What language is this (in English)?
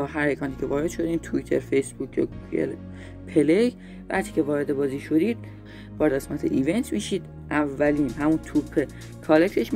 Persian